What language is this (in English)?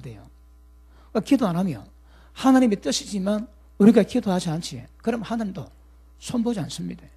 Korean